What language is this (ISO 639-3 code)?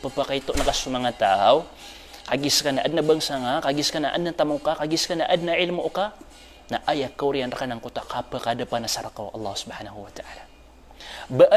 mrw